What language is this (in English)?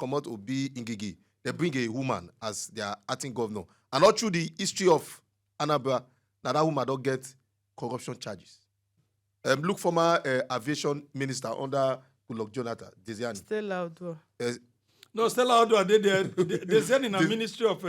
Nigerian Pidgin